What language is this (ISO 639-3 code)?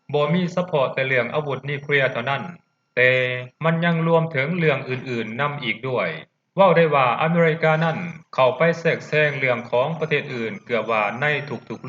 lao